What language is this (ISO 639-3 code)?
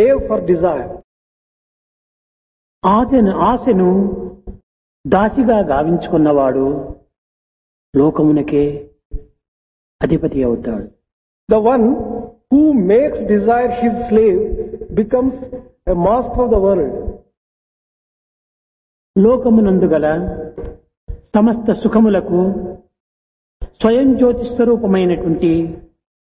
tel